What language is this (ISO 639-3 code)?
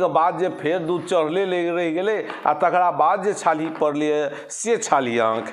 mai